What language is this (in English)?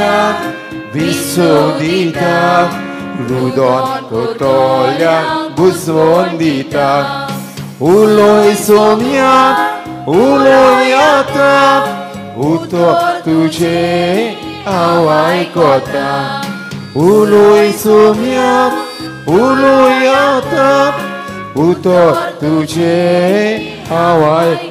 Konkani